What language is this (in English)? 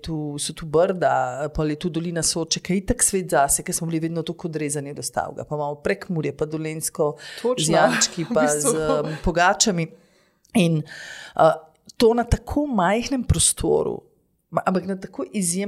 Slovenian